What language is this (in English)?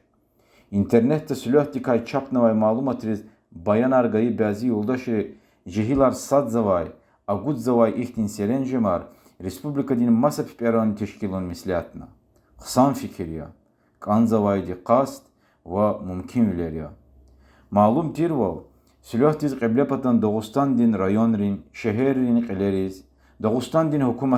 Lezghian